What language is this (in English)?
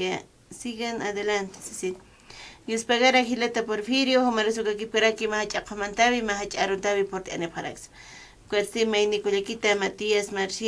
Aymara